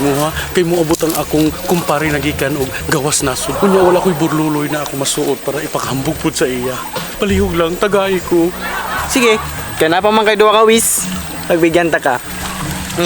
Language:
Cebuano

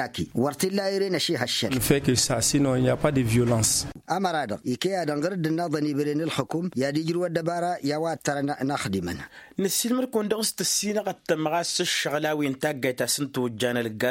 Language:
Tamasheq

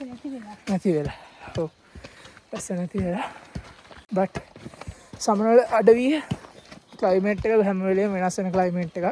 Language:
Sinhala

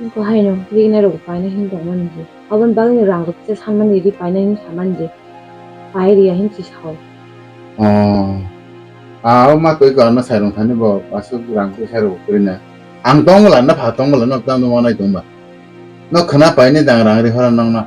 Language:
Kok Borok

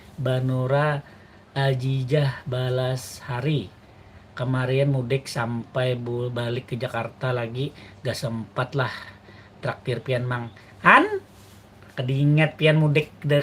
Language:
Banjar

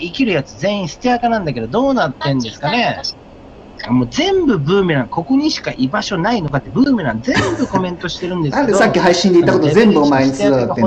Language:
Japanese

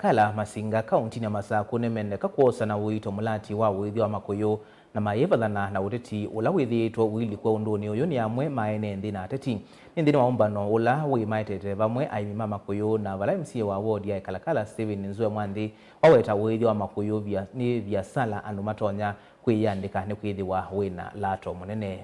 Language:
Kamba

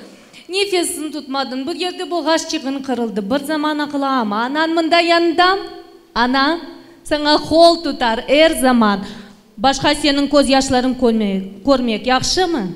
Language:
Crimean Tatar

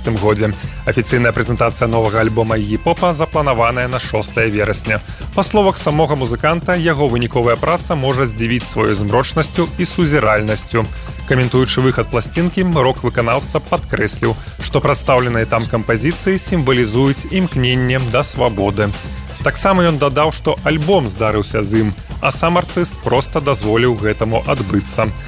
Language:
Belarusian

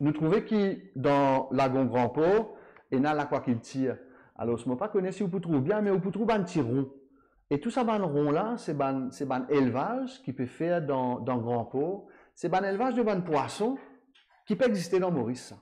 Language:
Morisyen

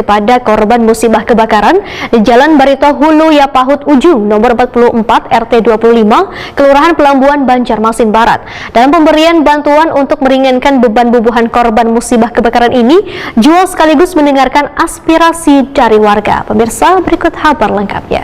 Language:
Banjar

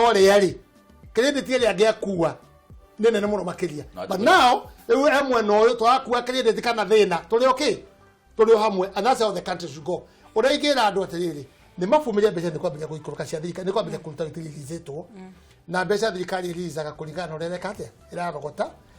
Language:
Kikuyu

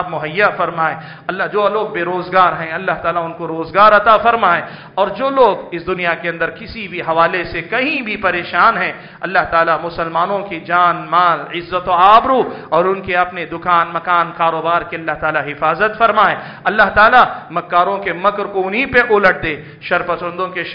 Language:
Urdu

